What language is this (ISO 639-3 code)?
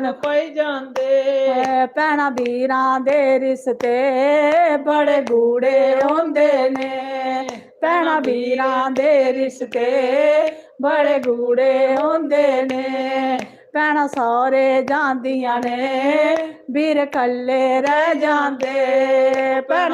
doi